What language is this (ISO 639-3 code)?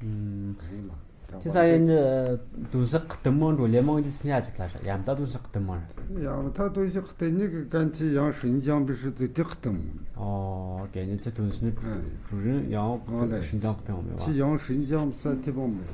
mjg